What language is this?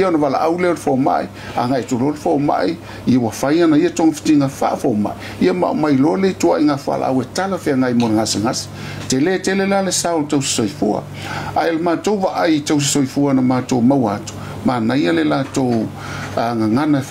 Samoan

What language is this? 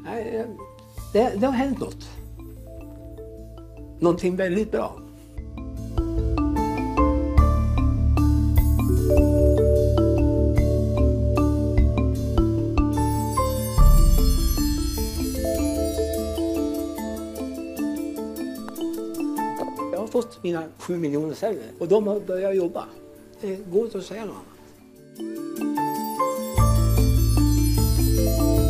Swedish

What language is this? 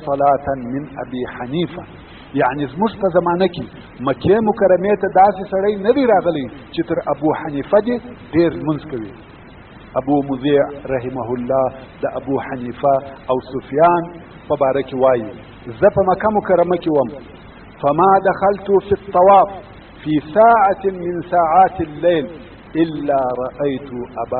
Pashto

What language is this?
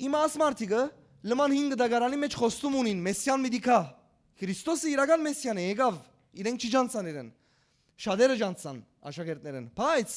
Western Armenian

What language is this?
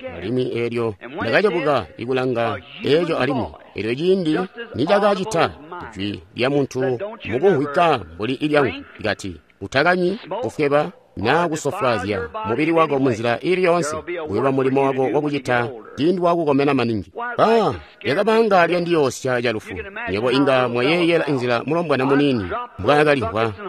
Tonga (Zambia)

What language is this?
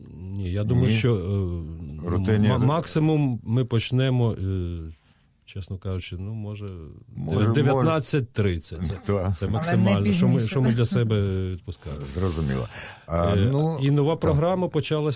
Ukrainian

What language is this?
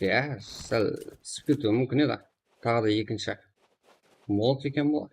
Kara-Kalpak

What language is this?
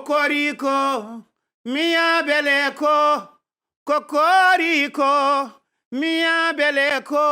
Fula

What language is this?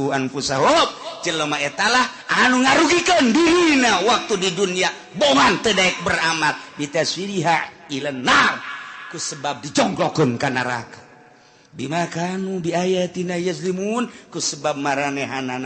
Sundanese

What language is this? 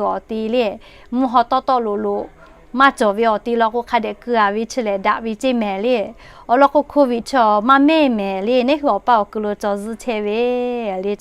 Lahu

